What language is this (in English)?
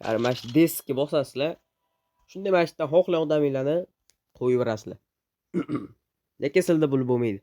Uzbek